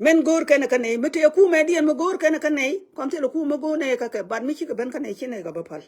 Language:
Nuer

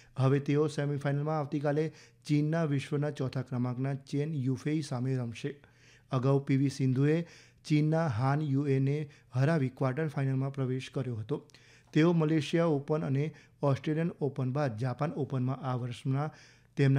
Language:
Gujarati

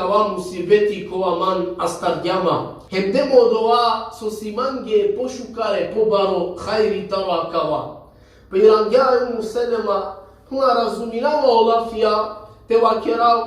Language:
Balkan Romani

